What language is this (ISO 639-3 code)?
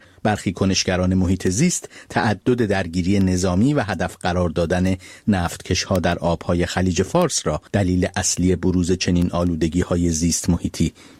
fas